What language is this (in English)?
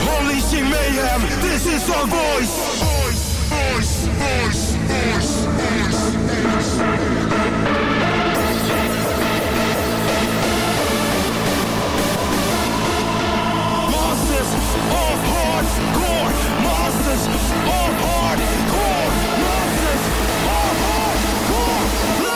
Dutch